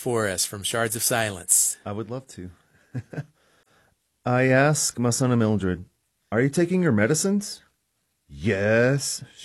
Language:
English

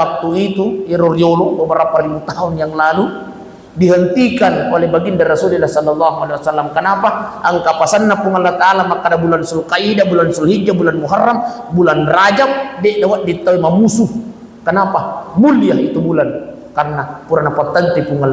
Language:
Buginese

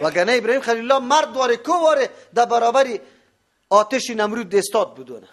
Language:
Persian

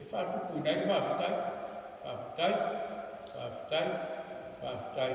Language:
Samoan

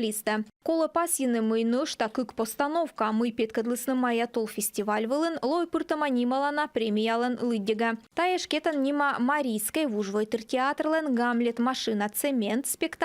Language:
Komi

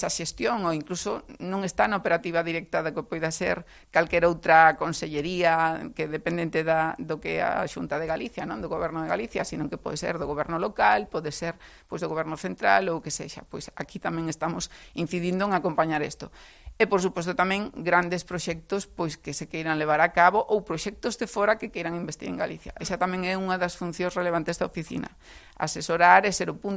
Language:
Galician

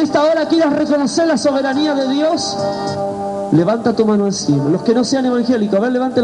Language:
Spanish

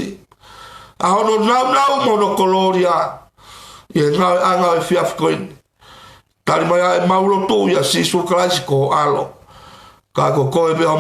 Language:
Tongan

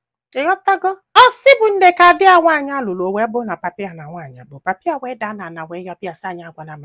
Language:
Igbo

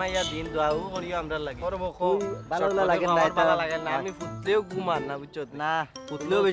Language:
Sylheti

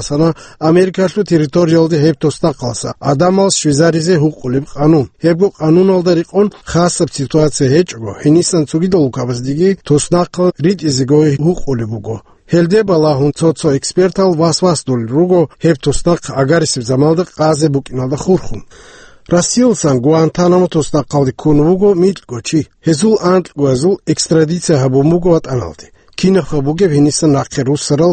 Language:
Avaric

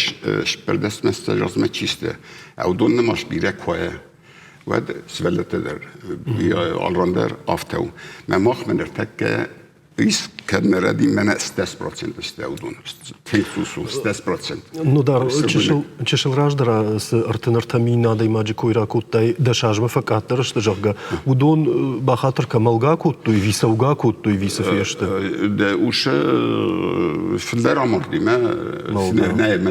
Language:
Ossetic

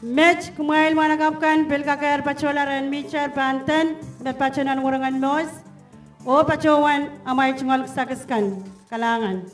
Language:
Pohnpeian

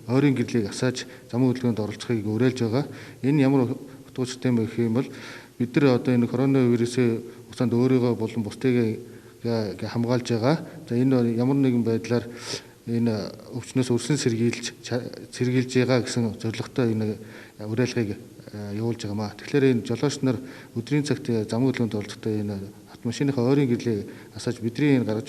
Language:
Mongolian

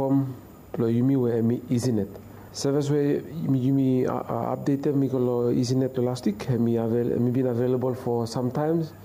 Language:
Bislama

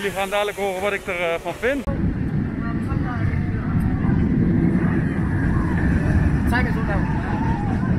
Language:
Dutch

